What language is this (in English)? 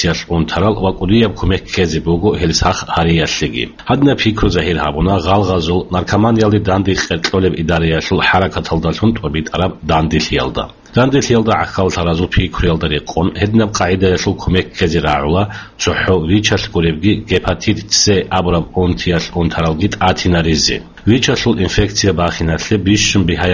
Avaric